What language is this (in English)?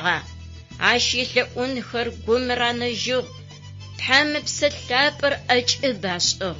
Adyghe